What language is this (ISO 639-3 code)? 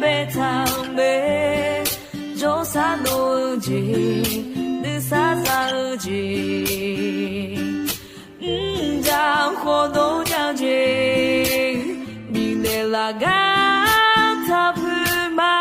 ahk